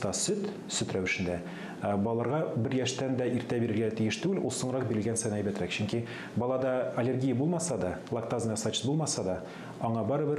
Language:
Tatar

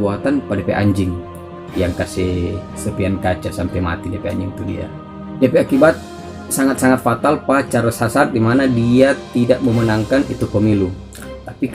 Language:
Manado Malay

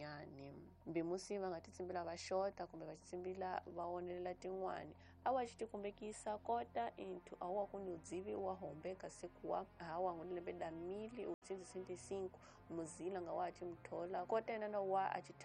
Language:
Tsonga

